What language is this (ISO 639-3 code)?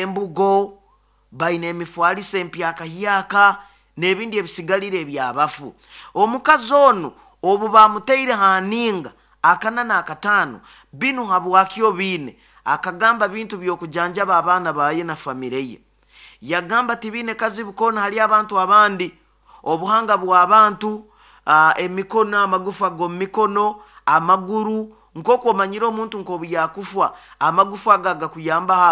nyo